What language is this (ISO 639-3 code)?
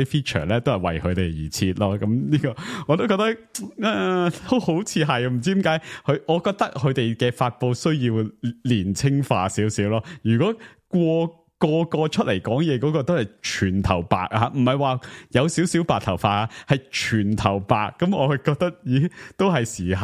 yue